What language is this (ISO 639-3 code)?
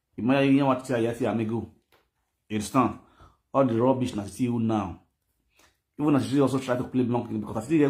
pcm